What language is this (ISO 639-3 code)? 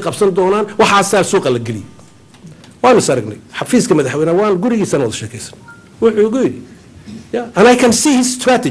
som